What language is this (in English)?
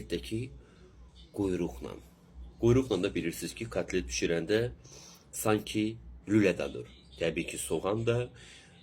Azerbaijani